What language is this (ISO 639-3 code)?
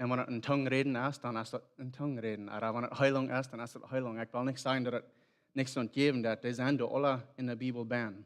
pdt